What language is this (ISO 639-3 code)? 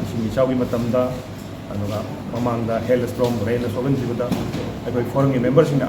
mni